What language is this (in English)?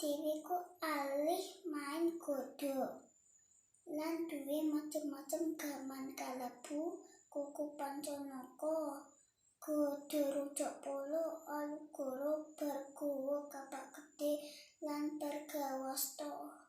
Javanese